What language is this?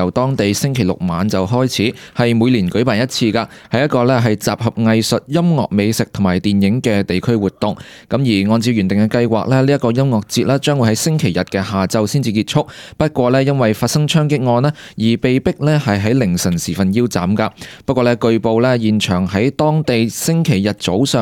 Cantonese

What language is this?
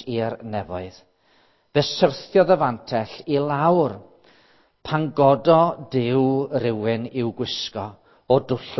Welsh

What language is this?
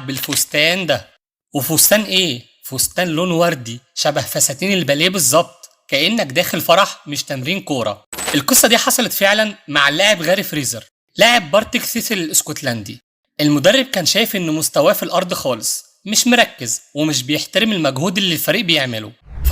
Egyptian Arabic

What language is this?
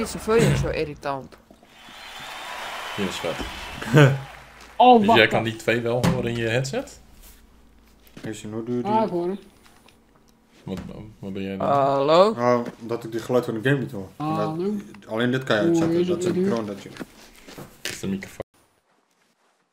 Dutch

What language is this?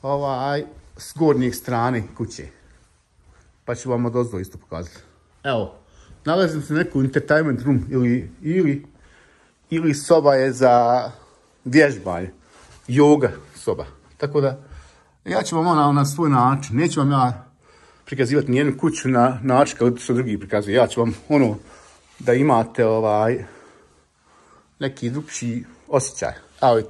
Croatian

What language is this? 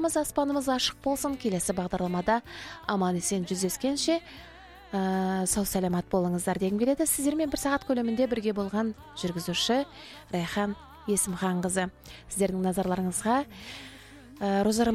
Kazakh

